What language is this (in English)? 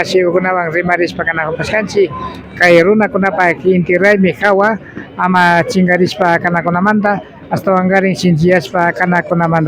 Imbabura Highland Quichua